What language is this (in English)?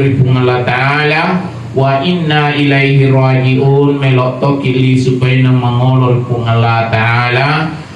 Buginese